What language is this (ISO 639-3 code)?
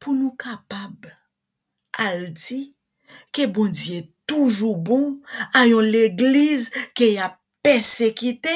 hat